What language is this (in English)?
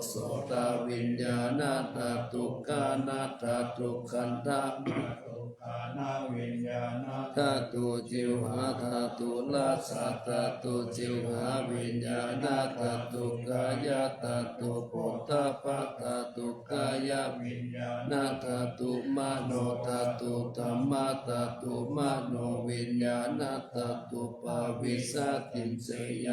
Pali